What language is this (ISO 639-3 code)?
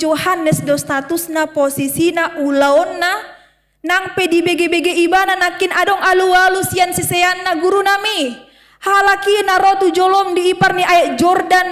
bbc